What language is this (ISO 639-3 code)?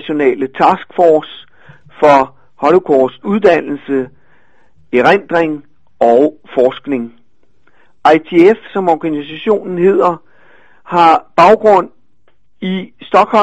dan